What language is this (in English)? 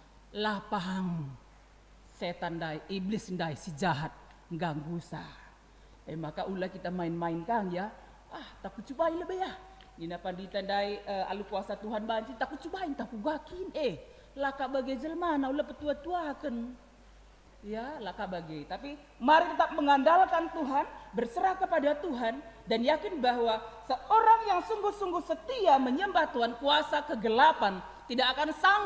Batak Karo